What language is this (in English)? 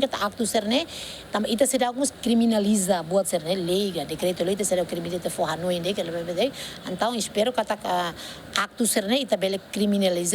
Tetum